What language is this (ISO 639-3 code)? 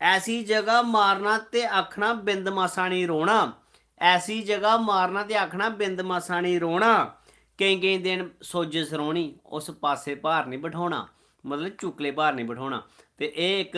doi